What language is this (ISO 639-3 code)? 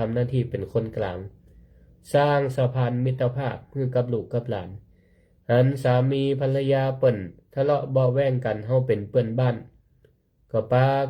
nod